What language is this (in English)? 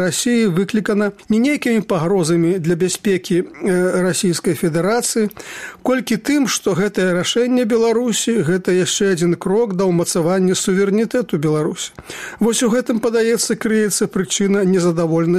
Belarusian